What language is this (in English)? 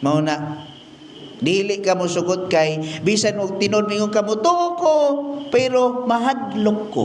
Cebuano